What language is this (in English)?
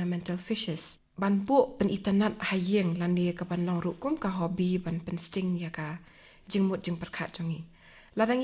Khasi